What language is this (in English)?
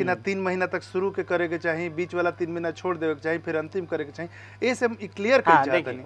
Bhojpuri